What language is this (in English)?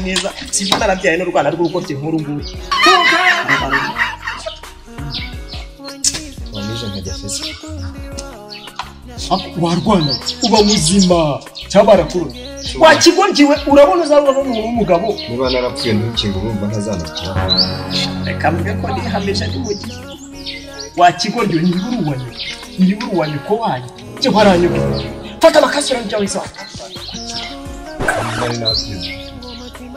Kinyarwanda